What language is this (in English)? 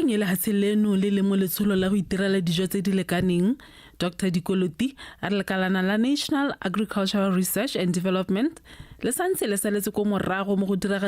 Tswana